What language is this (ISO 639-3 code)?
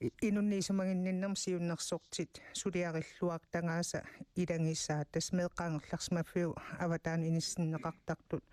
kal